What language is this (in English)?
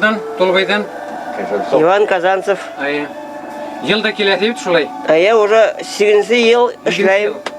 Bashkir